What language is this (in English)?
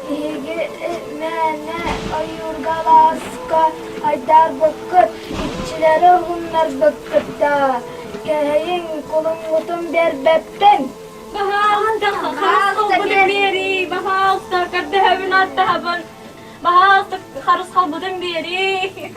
Yakut